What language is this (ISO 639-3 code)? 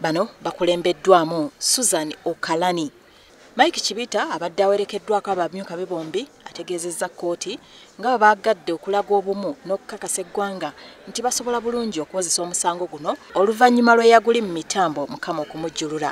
lug